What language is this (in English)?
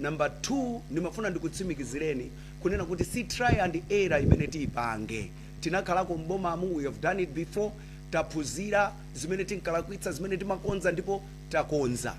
Nyanja